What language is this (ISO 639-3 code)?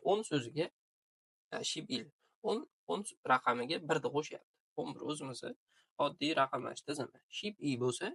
uzb